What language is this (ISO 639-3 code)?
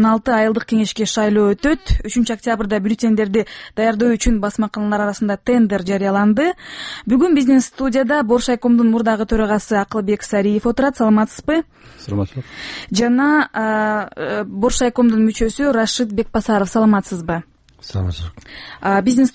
kir